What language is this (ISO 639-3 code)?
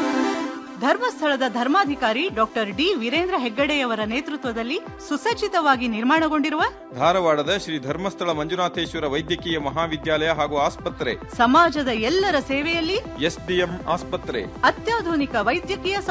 kan